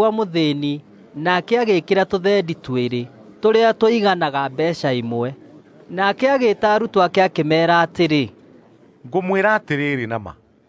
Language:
Kikuyu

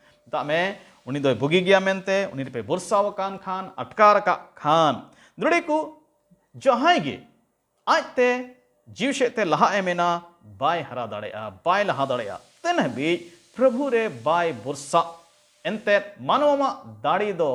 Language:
Santali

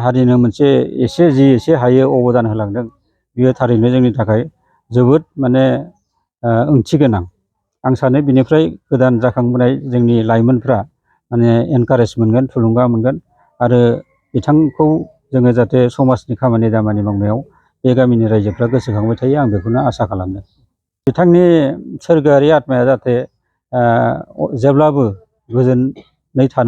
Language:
Bodo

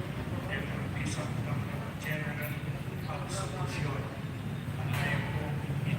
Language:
Pampanga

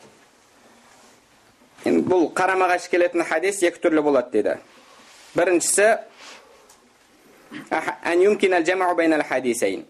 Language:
Kazakh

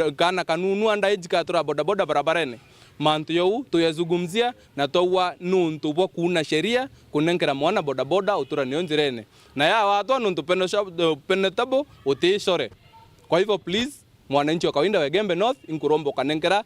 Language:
Meru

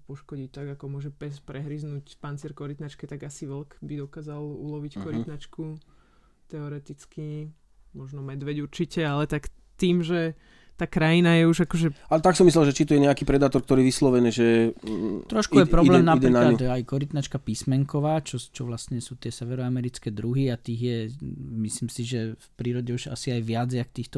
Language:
Slovak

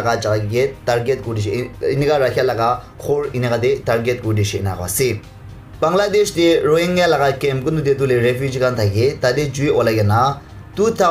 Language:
Naga Pidgin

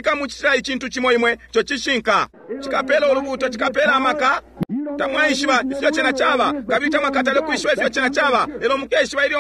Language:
Bemba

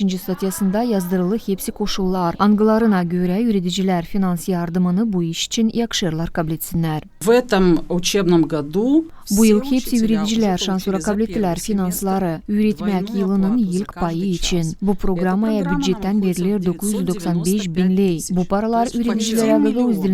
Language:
Gagauz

